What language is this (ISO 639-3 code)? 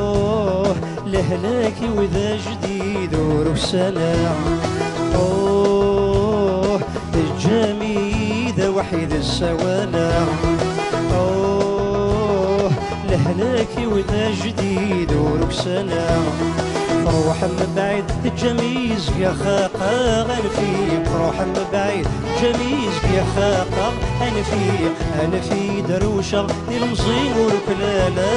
kab